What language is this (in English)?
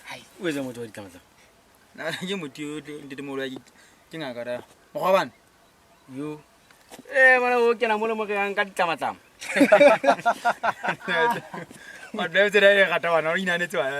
Southern Sotho